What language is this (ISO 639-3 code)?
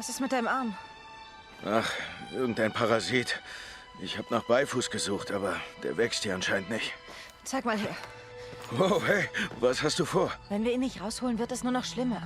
gsw